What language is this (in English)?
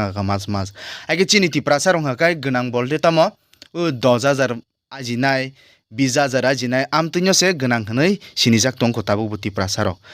Kok Borok